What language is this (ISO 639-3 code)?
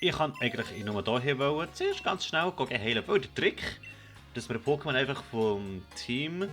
gsw